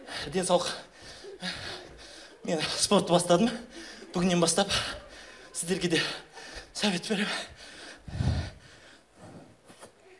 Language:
Kazakh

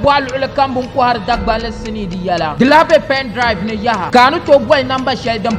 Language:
Dagbani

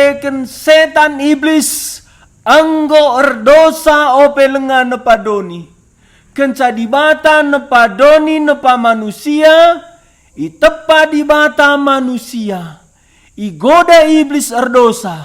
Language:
Batak Karo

